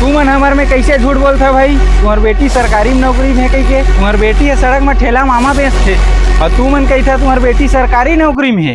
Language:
Chhattisgarhi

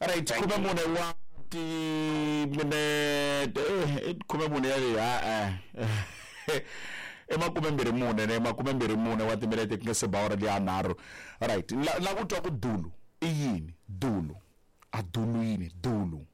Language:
Tsonga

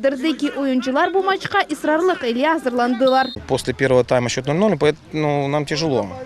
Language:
Crimean Tatar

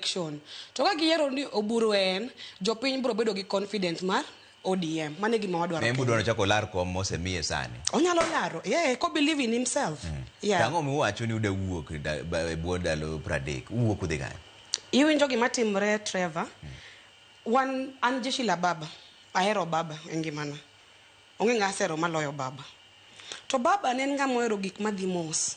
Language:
Luo (Kenya and Tanzania)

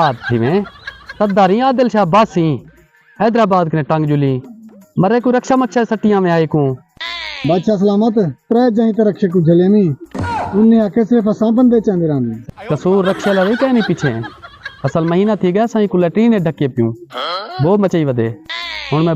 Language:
Saraiki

